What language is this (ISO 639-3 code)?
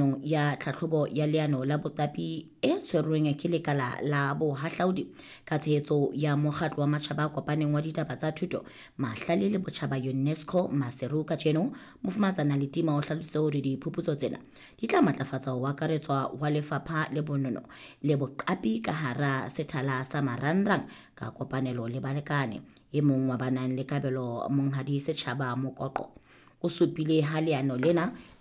sot